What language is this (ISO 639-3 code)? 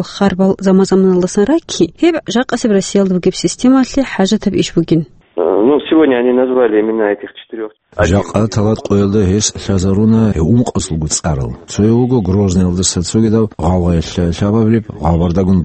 ava